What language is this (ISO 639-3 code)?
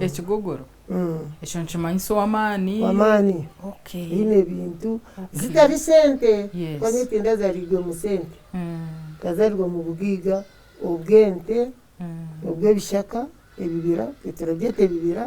nyn